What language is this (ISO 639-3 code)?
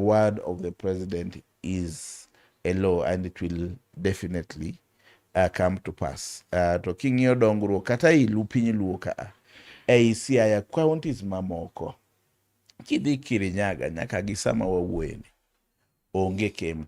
luo